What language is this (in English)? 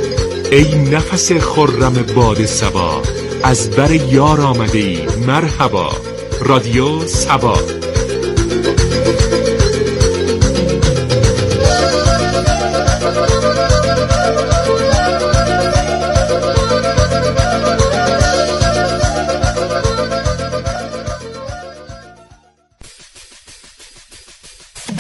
Persian